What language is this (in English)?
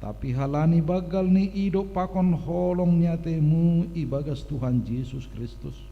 Batak Simalungun